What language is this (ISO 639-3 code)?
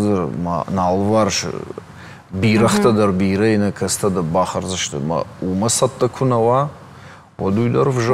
oss